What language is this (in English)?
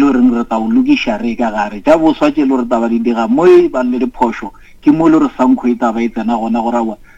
Northern Sotho